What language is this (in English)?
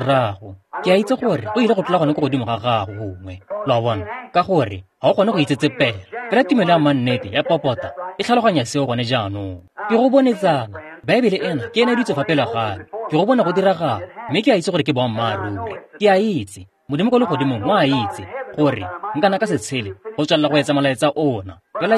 Tswana